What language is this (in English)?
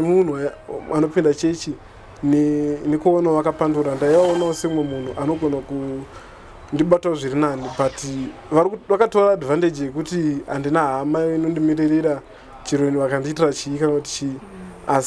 Shona